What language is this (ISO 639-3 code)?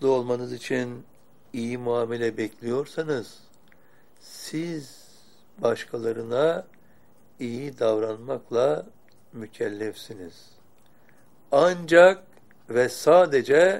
tur